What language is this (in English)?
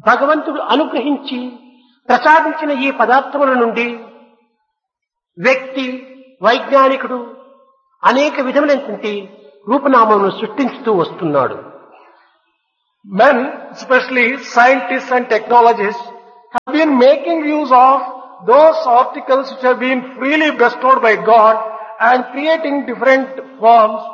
Telugu